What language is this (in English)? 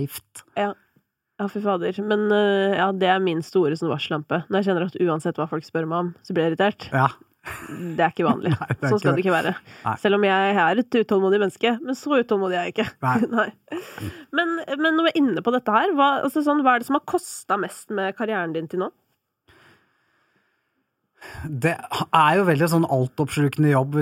Norwegian